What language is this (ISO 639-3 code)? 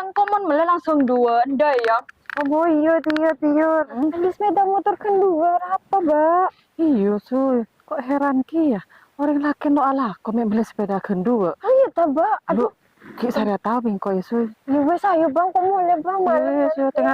mad